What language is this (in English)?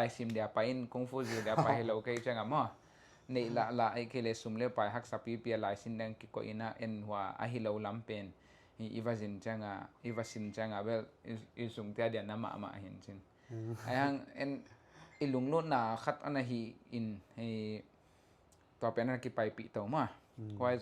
Tedim Chin